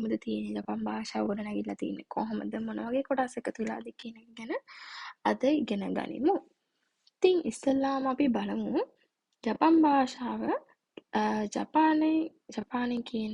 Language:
Sinhala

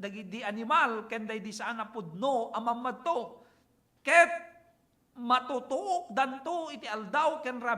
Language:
Iloko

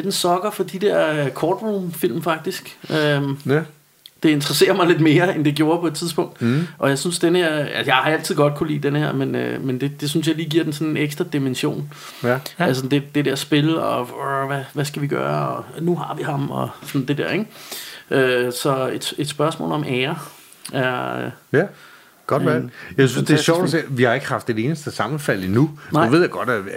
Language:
Danish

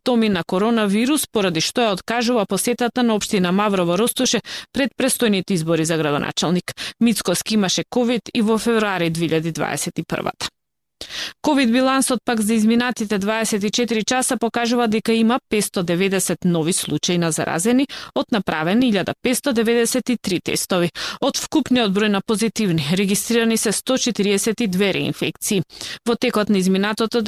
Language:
Macedonian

